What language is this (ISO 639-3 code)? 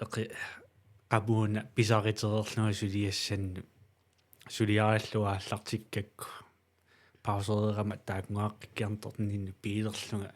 kal